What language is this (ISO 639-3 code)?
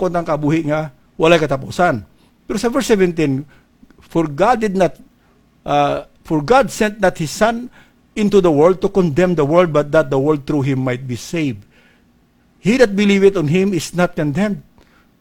hil